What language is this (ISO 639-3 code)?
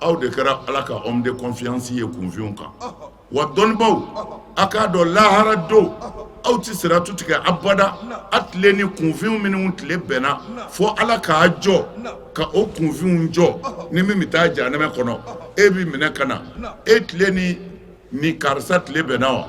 bam